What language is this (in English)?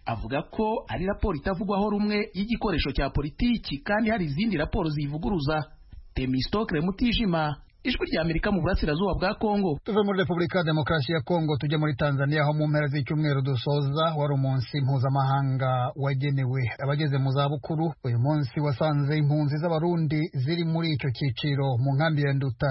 Kinyarwanda